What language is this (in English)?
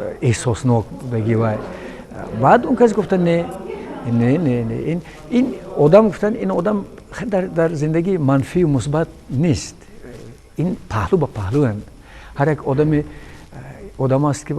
Tajik